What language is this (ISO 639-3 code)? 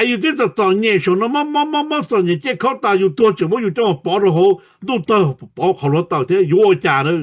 hmn